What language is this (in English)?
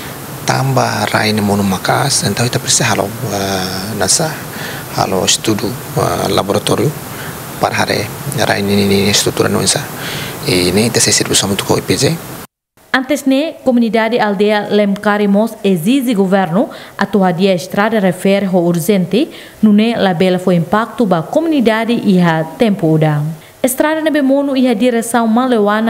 Tetum